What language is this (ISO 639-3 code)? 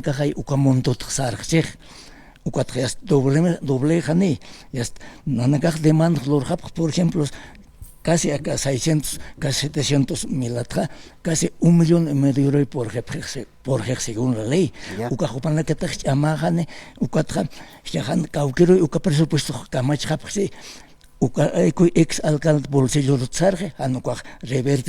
aym